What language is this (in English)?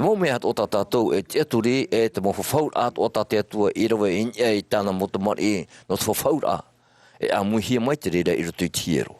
Tahitian